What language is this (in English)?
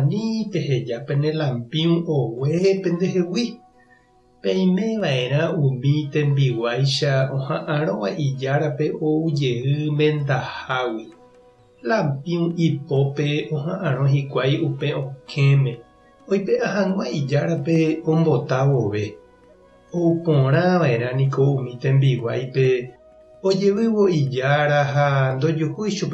Guarani